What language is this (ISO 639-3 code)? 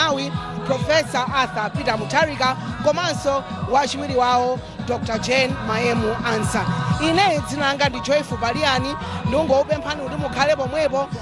nya